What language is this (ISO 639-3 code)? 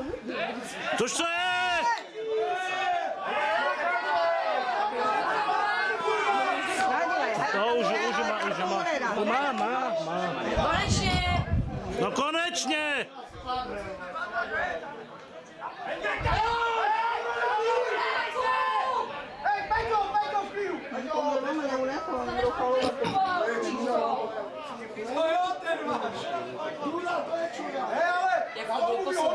ces